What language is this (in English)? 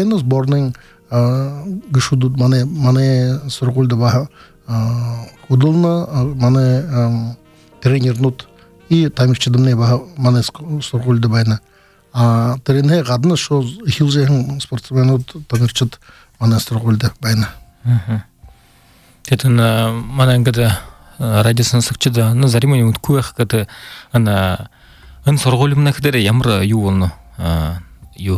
Buriat